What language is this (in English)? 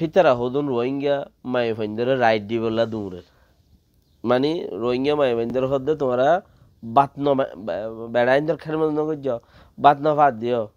Rohingya